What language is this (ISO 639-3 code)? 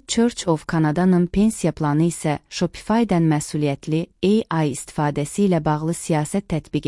aze